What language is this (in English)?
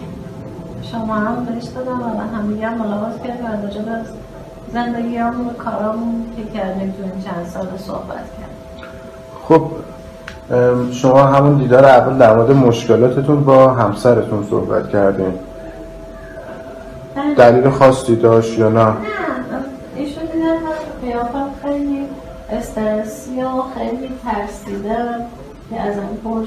Persian